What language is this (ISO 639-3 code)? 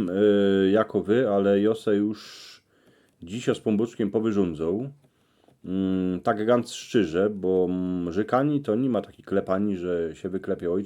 szl